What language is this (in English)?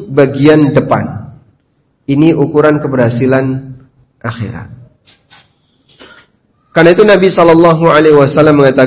Indonesian